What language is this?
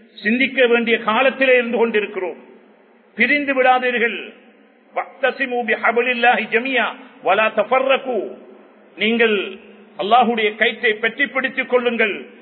Tamil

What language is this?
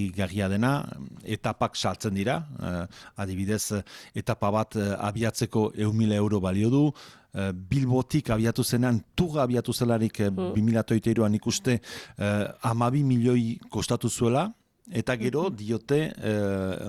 Basque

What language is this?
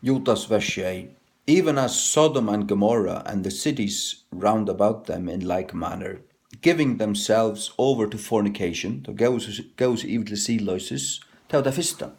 Faroese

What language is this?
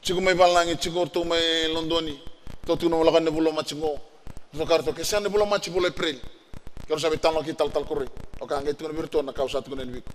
Fijian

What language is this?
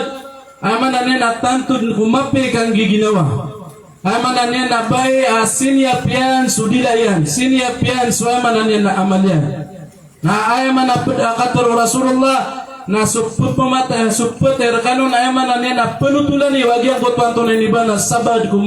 Maranao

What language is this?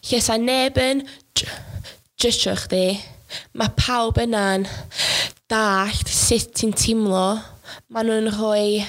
Welsh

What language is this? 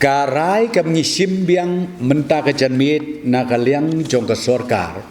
Khasi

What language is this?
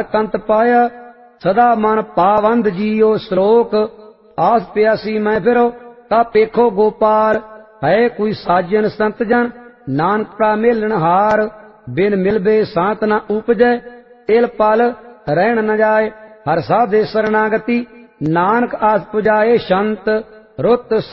Punjabi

